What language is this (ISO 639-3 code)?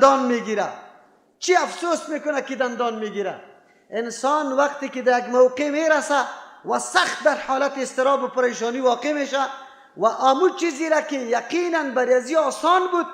fas